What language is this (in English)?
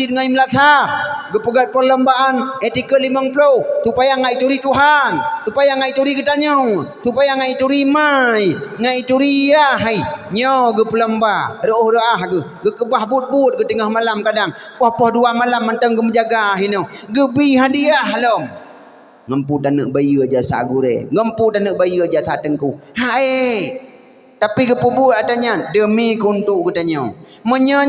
Achinese